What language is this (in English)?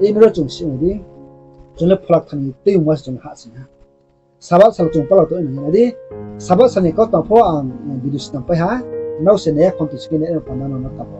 Riang (India)